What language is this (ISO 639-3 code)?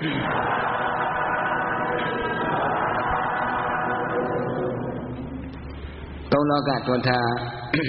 mya